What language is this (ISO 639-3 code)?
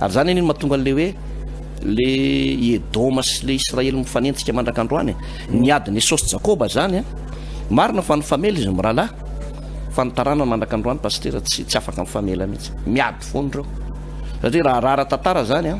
mlg